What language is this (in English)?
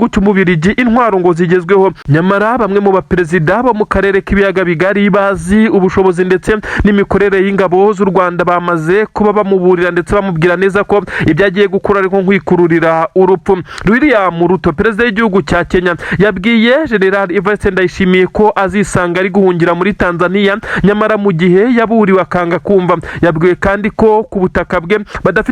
Kinyarwanda